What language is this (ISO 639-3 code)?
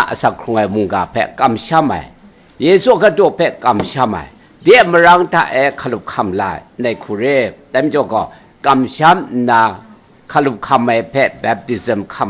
kac